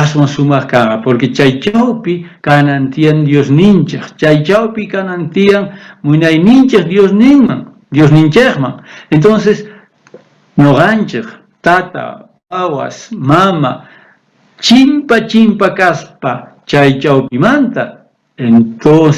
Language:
South Bolivian Quechua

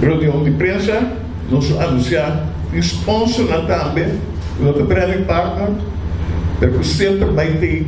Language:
Papiamento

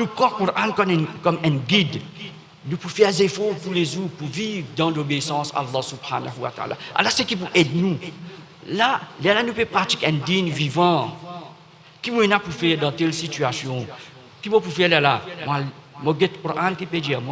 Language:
Morisyen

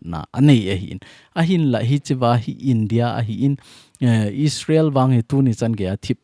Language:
Thado Chin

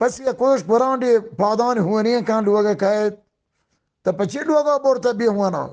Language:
Eastern Balochi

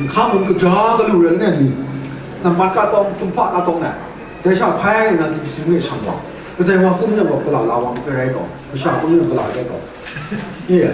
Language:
Kachin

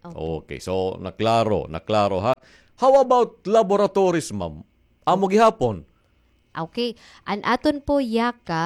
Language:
Waray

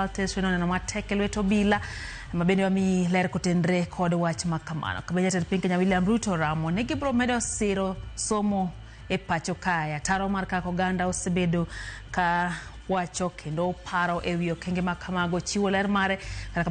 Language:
Luo (Kenya and Tanzania)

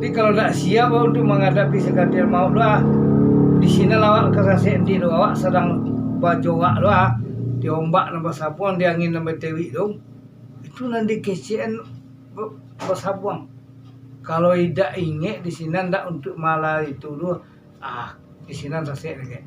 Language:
Minangkabau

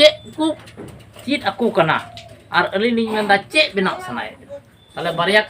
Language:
Santali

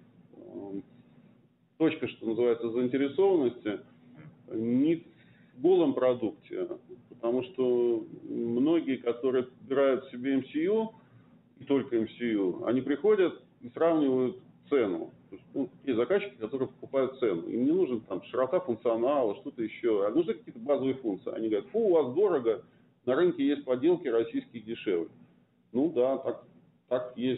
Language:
Russian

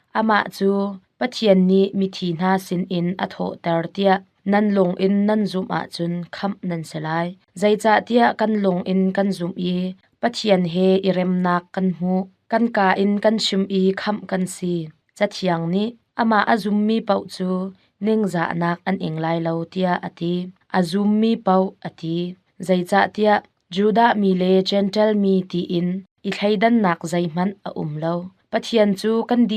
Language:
Hakha Chin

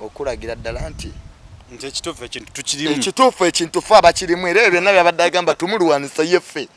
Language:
Ganda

